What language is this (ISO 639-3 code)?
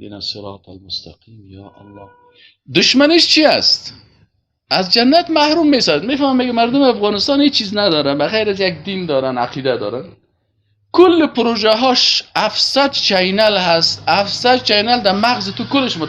tgk